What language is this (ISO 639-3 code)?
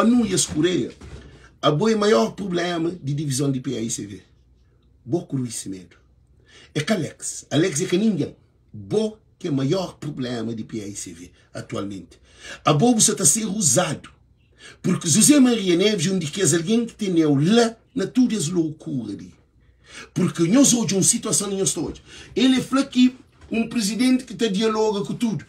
kea